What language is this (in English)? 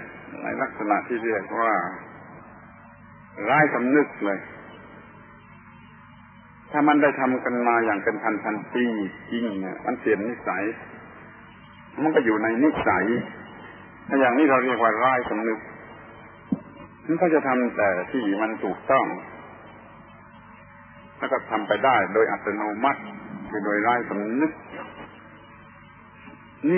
Thai